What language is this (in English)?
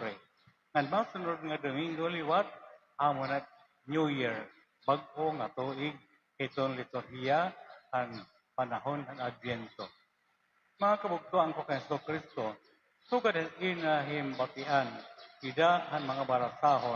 Waray